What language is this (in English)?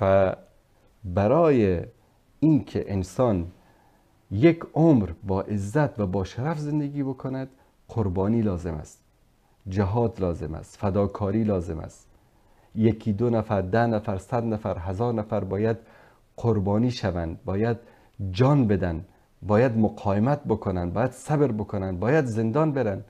Persian